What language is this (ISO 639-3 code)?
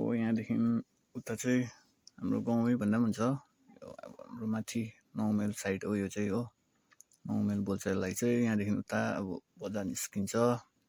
nep